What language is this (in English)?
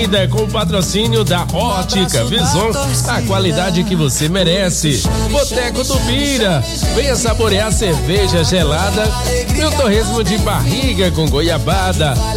Portuguese